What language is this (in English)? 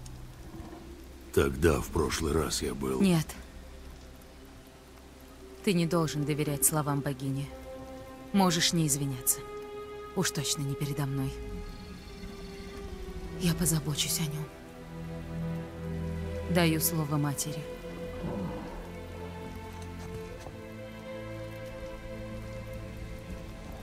Russian